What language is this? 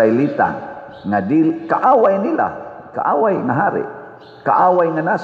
Cebuano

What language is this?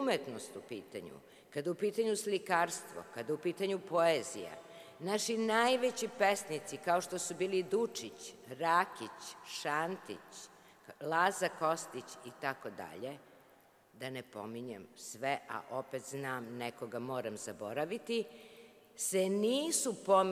Serbian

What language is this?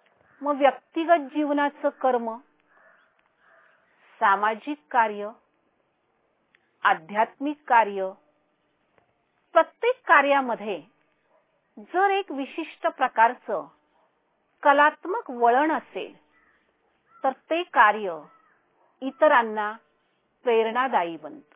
Marathi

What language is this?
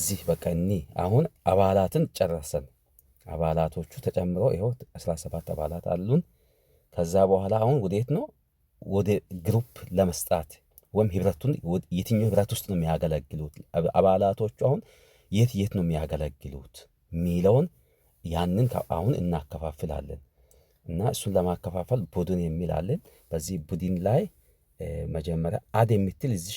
Amharic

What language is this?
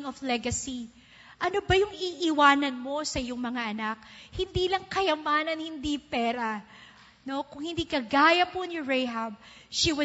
Filipino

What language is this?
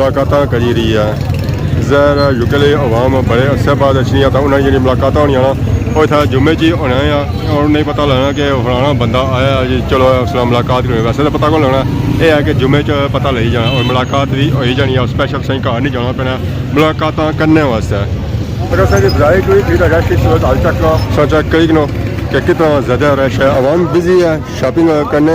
Pahari-Potwari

